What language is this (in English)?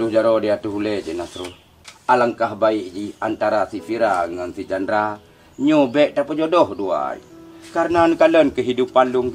Achinese